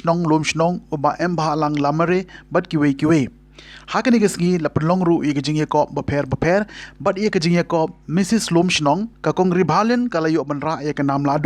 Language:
Khasi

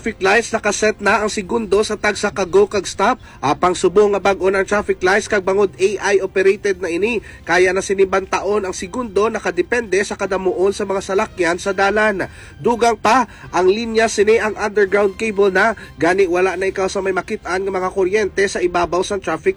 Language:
Hiligaynon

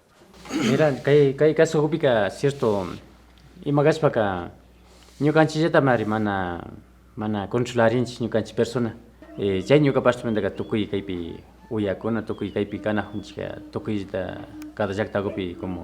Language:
Imbabura Highland Quichua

